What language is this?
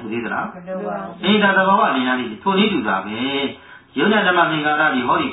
Burmese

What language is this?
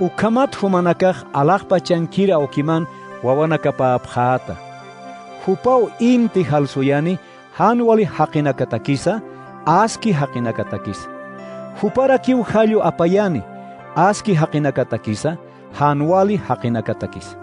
Aymara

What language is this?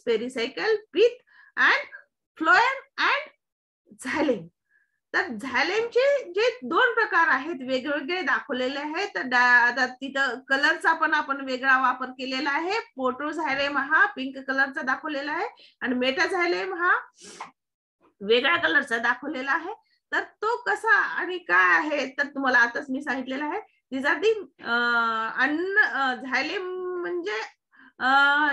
Marathi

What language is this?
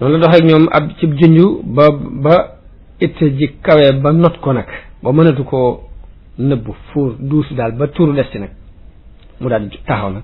Wolof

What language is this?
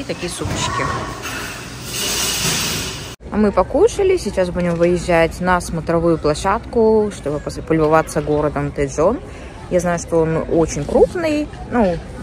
Russian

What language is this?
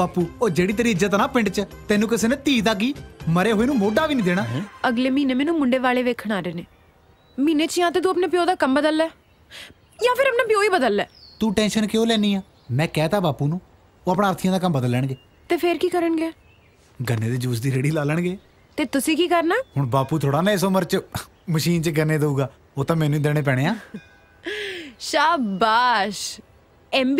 Punjabi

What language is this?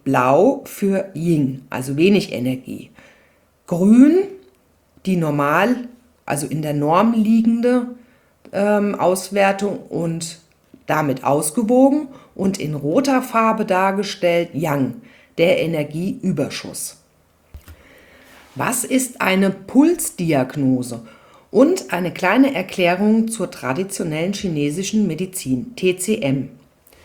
German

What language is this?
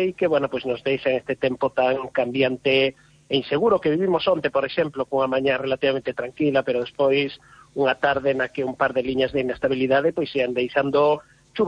Galician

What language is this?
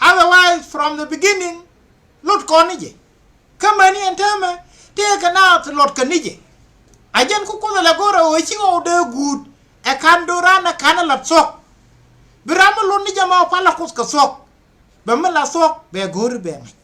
Nuer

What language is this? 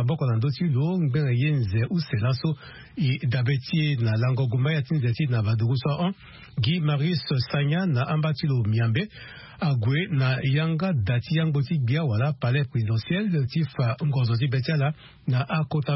Sango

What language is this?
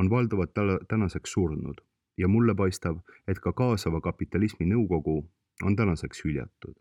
Estonian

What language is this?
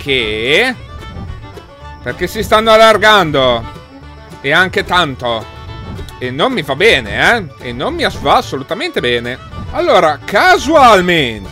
Italian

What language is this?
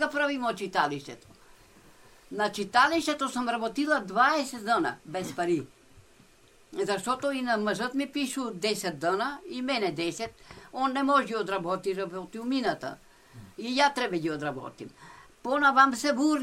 Bulgarian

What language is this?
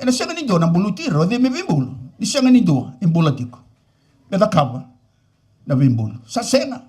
Fijian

